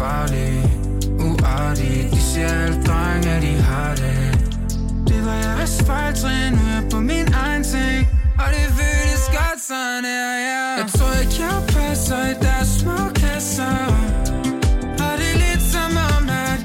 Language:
Danish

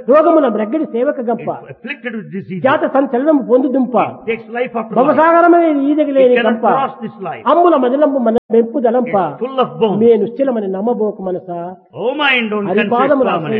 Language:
Telugu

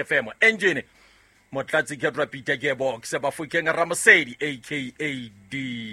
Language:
Southern Sotho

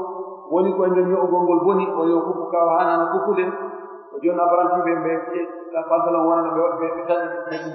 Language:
Pular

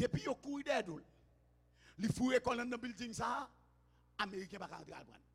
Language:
Haitian Creole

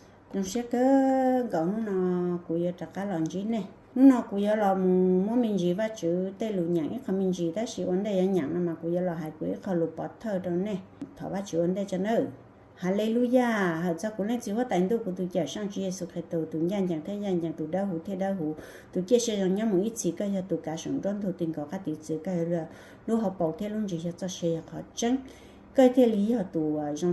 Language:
Hmong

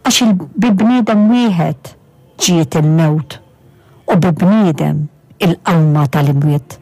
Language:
Maltese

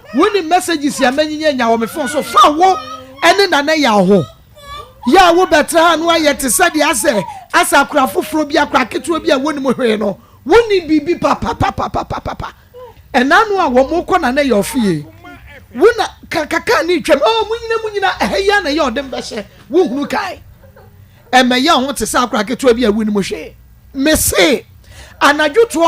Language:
Akan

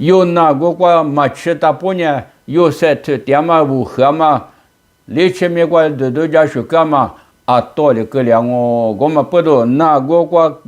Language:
Lisu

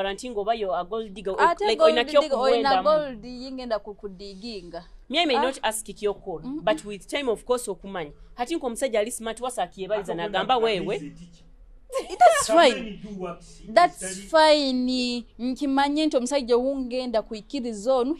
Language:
Nyoro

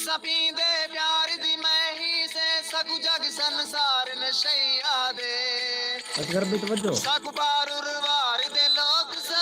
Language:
Saraiki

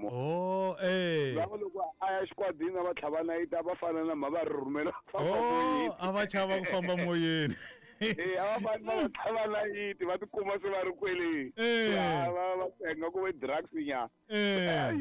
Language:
Tsonga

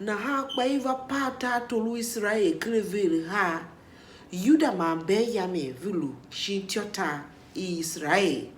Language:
Tiv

